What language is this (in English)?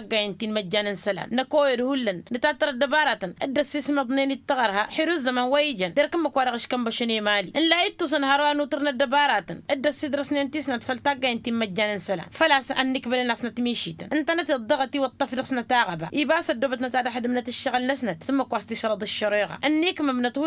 Tamasheq